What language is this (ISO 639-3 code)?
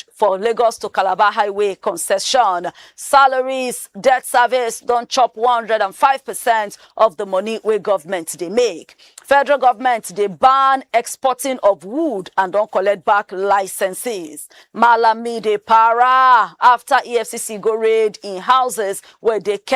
pcm